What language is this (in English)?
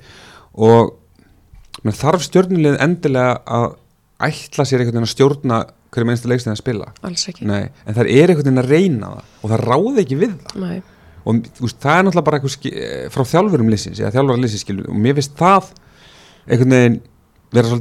Icelandic